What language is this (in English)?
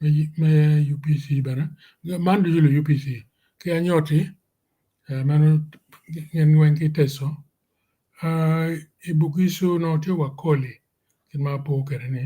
Acoli